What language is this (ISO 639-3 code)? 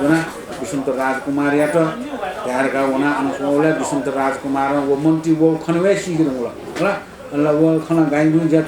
new